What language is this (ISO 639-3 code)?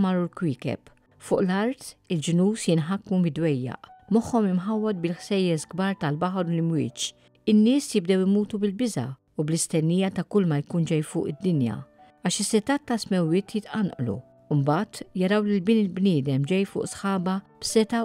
mlt